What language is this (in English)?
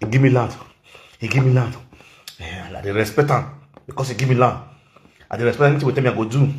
Nigerian Pidgin